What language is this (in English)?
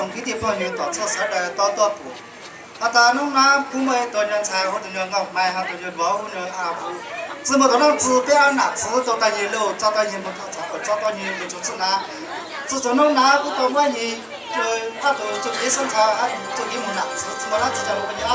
Hmong